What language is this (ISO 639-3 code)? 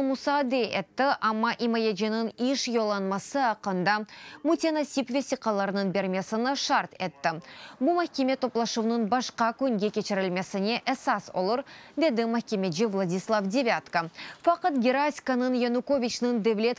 crh